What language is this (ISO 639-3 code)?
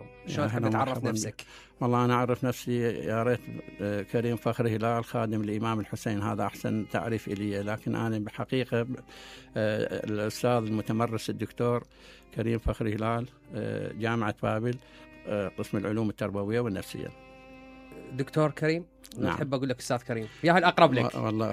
acm